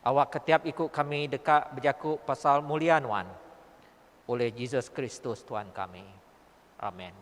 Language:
Iban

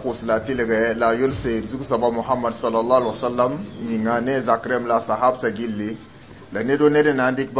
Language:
Mossi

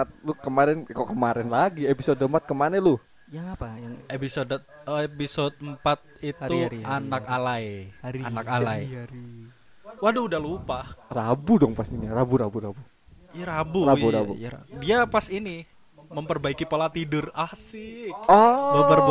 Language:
Indonesian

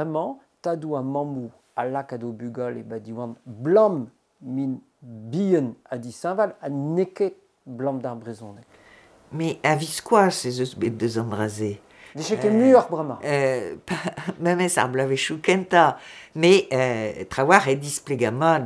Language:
Breton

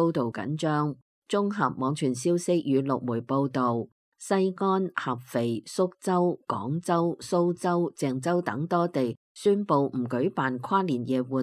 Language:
Cantonese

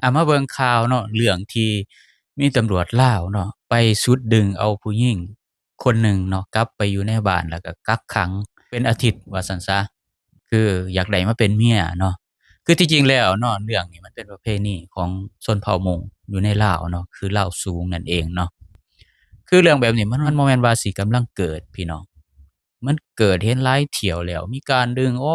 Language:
Lao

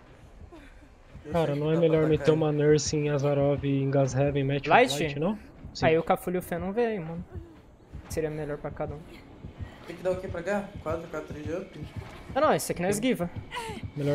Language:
Portuguese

